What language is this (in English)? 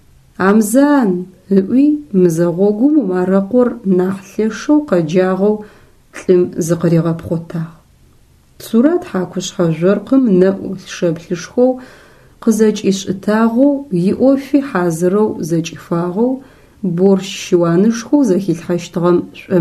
Adyghe